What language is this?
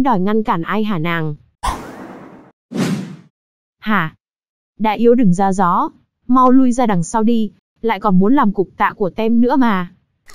Vietnamese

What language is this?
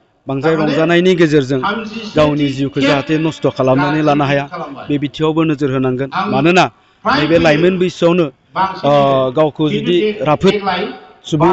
Bodo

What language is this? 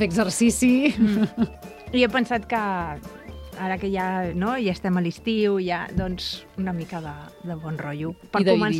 Catalan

